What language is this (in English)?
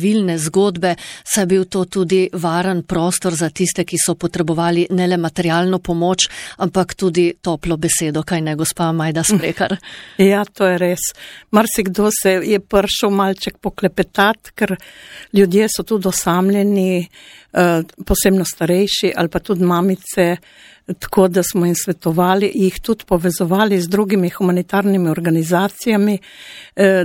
Slovenian